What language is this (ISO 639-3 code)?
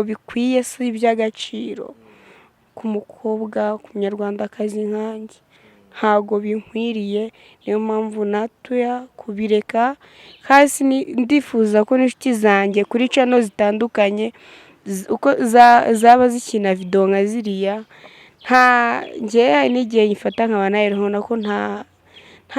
kin